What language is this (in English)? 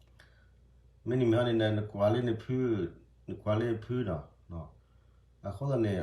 S'gaw Karen